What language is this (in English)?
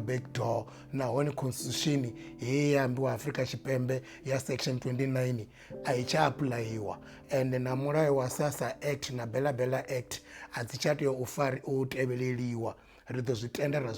Venda